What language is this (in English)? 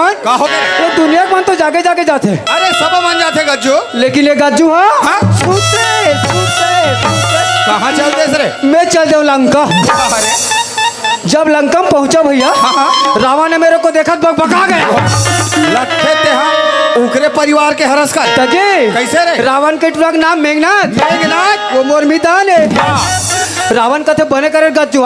Chhattisgarhi